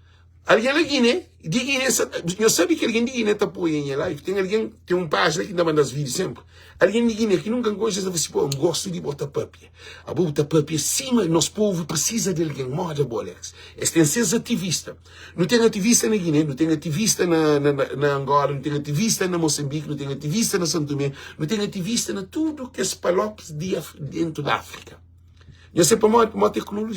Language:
Kabuverdianu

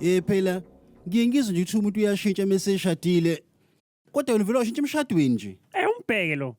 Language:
Zulu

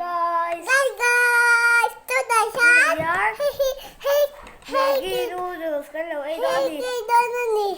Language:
Mizo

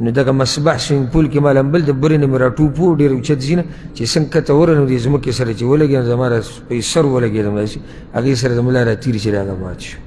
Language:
Pashto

